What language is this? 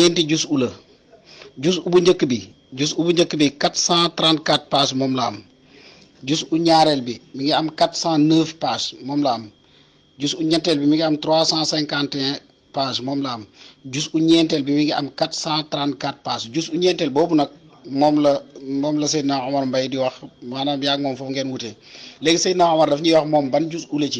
Wolof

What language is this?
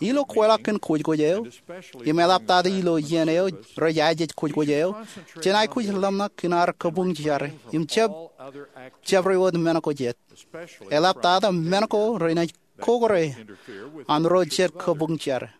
Marshallese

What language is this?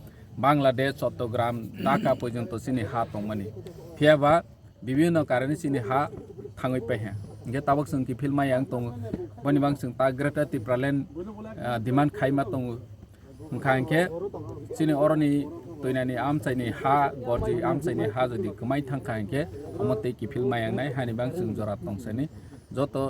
Kok Borok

